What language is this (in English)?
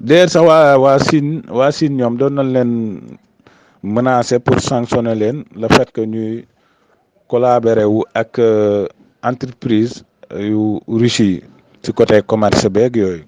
Wolof